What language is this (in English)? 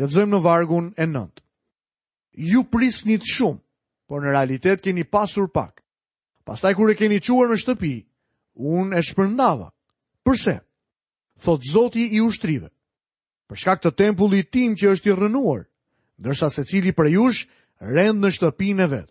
Albanian